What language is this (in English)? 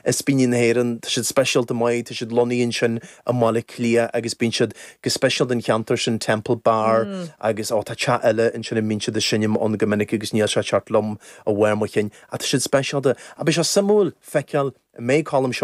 Irish